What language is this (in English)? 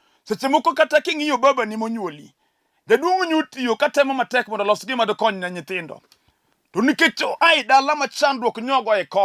Luo (Kenya and Tanzania)